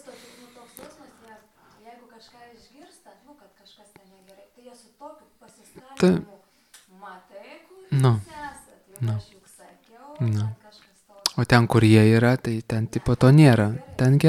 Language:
Lithuanian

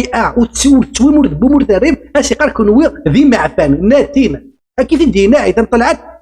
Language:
Kabyle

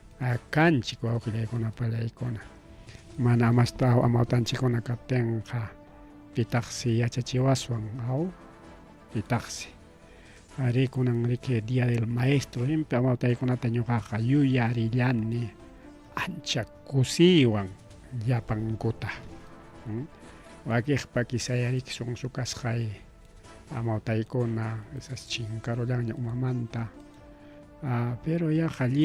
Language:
Ayacucho Quechua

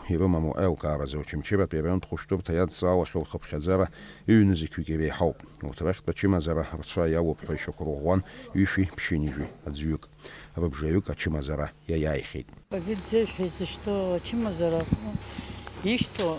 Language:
Abkhazian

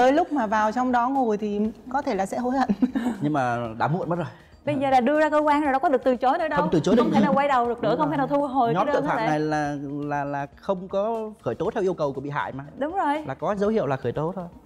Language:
Vietnamese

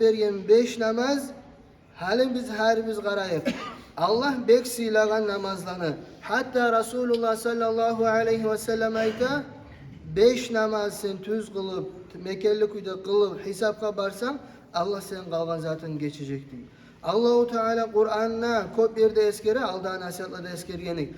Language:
Kumyk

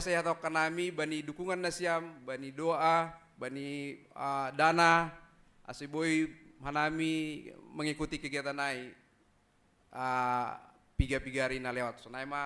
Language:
Batak Simalungun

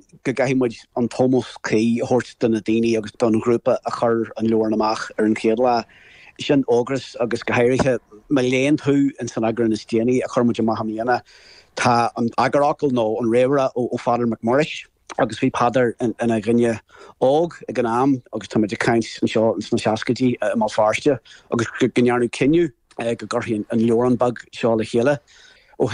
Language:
Irish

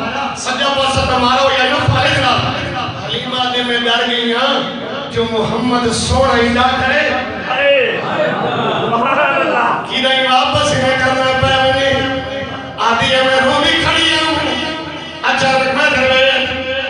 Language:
Saraiki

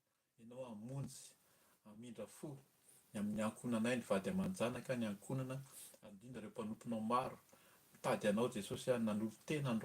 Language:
Malagasy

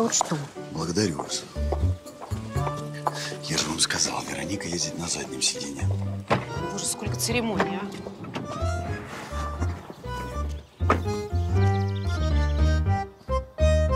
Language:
Russian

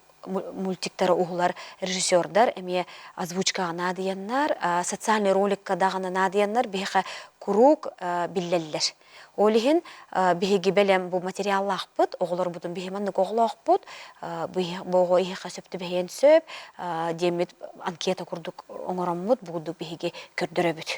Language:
Yakut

